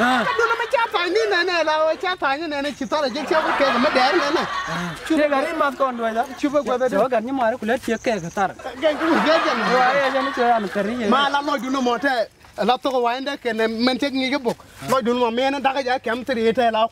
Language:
Nuer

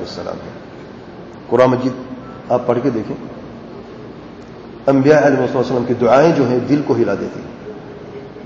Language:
Urdu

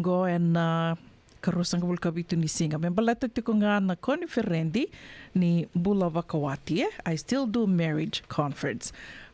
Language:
Fijian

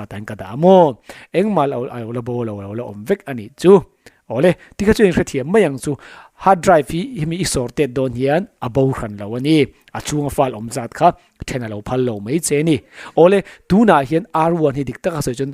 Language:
Mizo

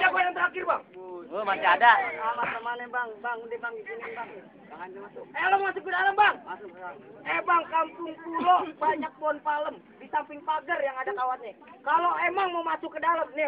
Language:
Betawi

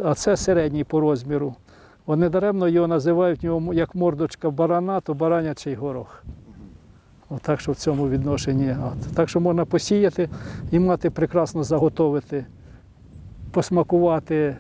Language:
Ukrainian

